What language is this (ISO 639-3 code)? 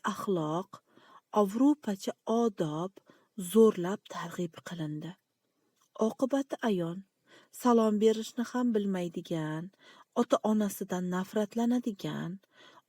uzb